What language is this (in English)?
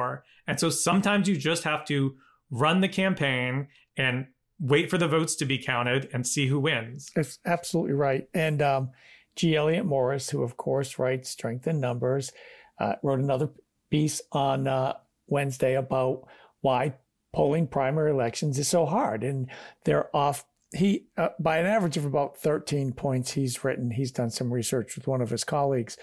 English